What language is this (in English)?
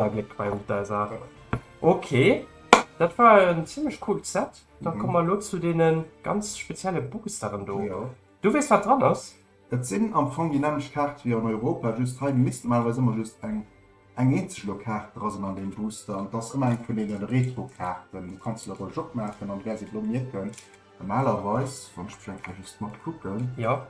Luxembourgish